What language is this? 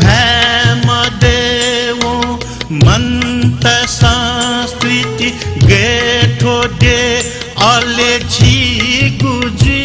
Newari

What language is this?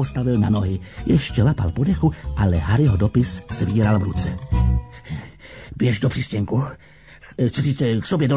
Czech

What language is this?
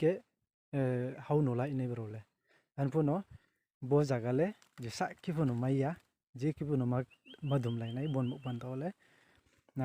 Riang (India)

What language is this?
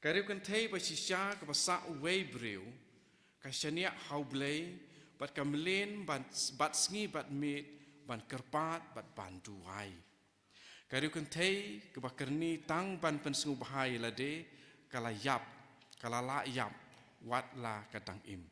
Khasi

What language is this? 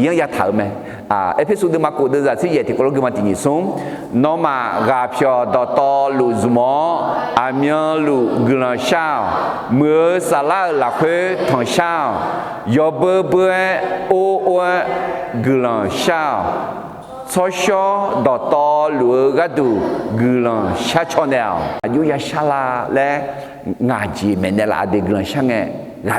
Akha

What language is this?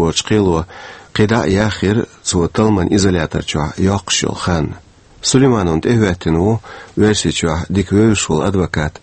Chechen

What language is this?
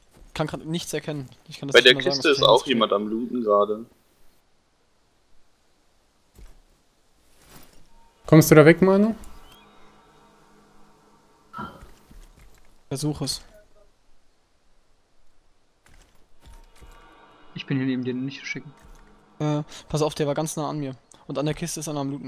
German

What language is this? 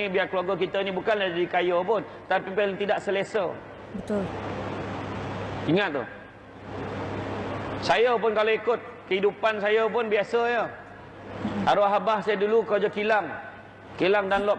Malay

